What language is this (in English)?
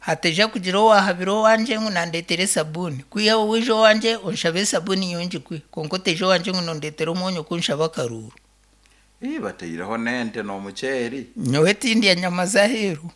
Nyankole